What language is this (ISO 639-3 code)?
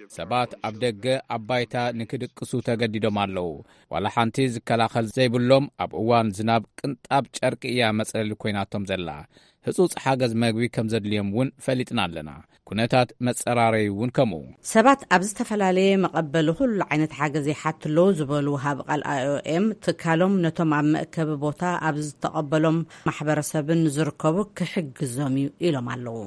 tir